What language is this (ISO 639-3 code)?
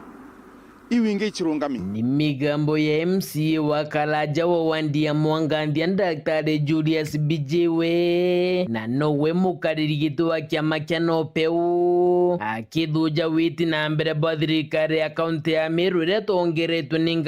mer